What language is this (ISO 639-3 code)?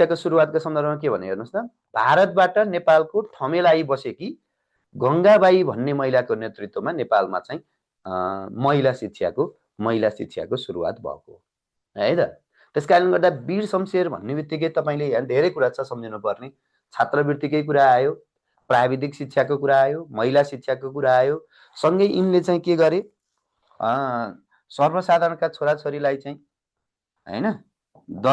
nep